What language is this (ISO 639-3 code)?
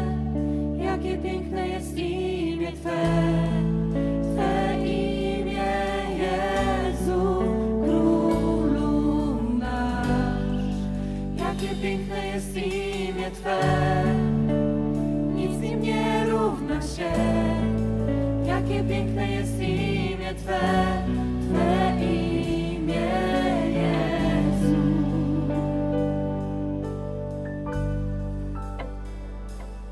pol